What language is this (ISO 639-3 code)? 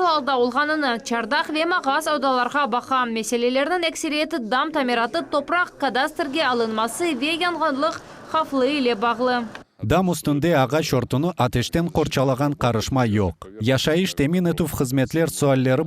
crh